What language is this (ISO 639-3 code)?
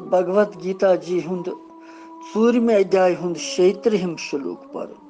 kas